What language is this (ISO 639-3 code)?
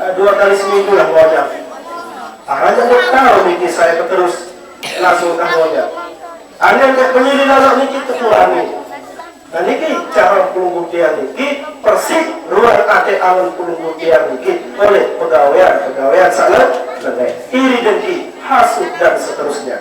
sas